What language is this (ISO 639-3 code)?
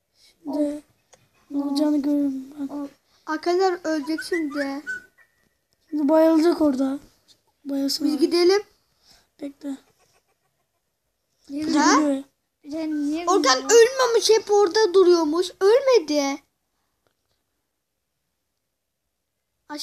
tur